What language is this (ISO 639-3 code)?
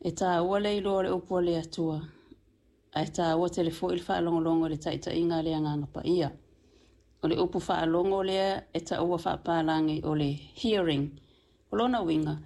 smo